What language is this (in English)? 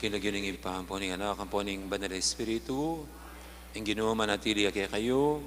Pampanga